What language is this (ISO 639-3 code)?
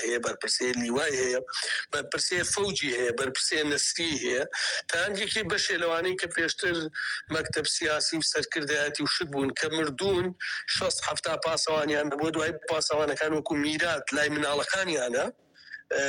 ckb